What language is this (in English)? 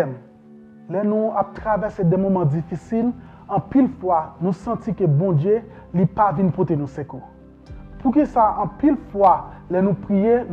Haitian Creole